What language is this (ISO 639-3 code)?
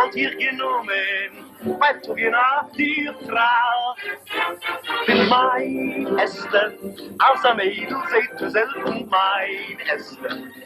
yid